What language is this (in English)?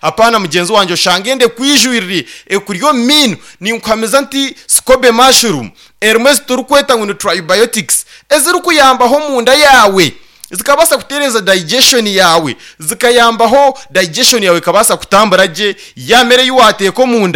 Nyankole